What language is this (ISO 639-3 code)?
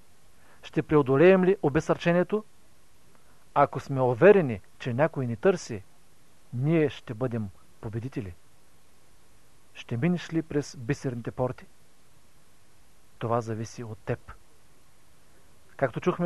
bul